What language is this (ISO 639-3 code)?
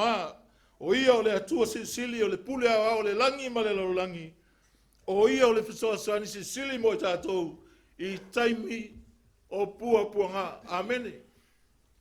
smo